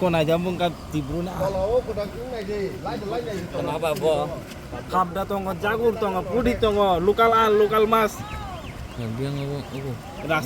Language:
Kok Borok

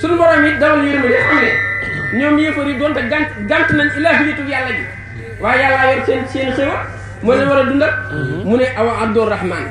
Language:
Wolof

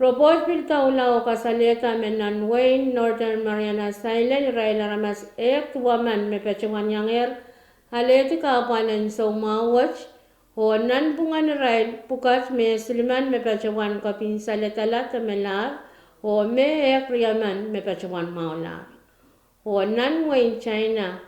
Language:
Pohnpeian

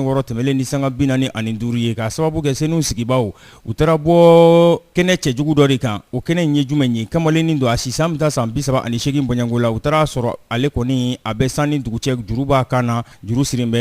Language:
Bambara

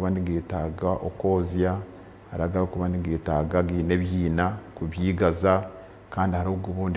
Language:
Nyankole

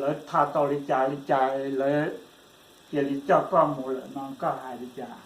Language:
Hmong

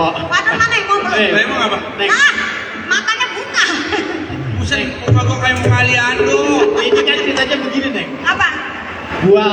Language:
Betawi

